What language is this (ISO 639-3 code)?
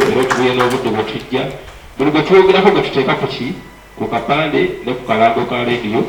lug